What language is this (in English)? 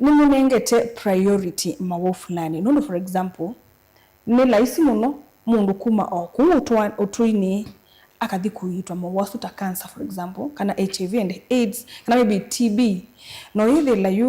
Kamba